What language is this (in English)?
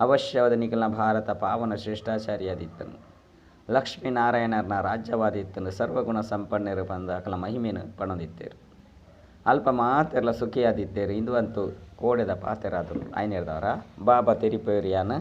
Tulu